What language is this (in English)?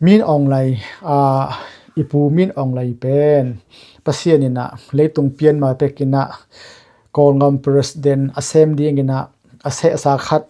Tedim Chin